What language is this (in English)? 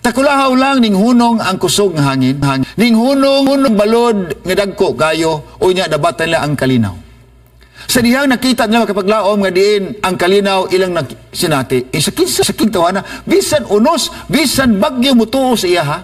Cebuano